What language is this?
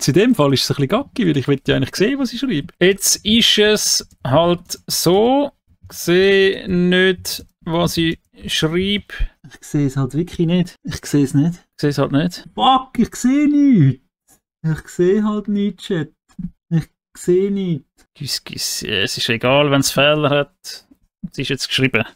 Swiss German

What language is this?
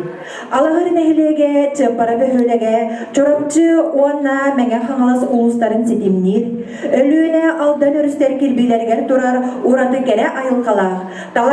Yakut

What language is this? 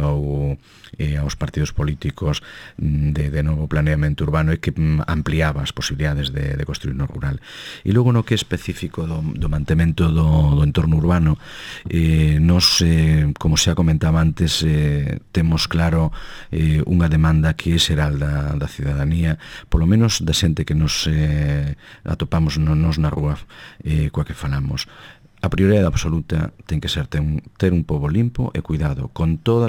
Galician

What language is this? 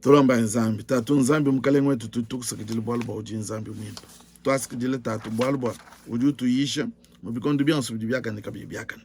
Luba-Lulua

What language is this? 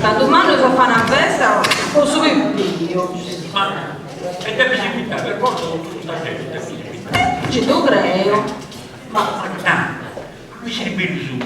Sardinian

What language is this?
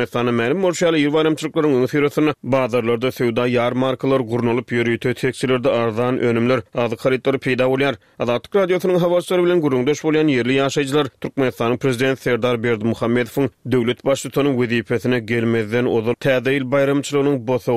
Turkmen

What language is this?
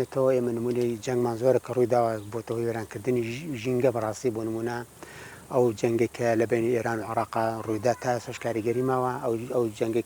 Central Kurdish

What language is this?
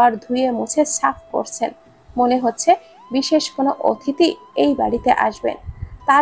Bangla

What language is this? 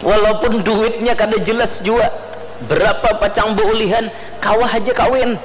Banjar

